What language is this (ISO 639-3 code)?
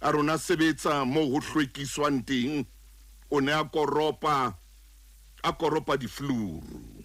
sot